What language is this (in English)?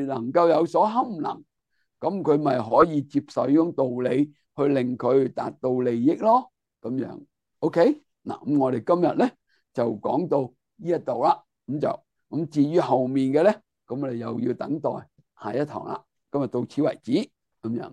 Cantonese